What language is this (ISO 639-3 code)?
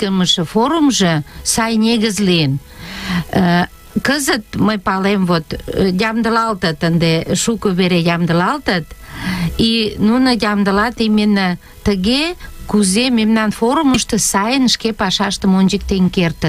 chm